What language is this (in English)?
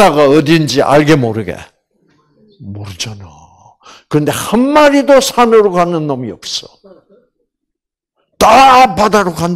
Korean